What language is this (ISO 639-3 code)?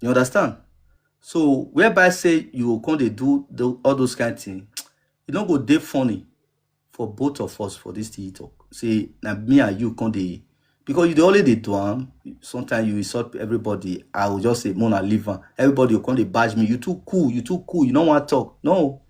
pcm